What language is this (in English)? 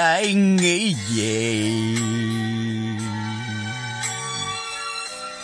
Vietnamese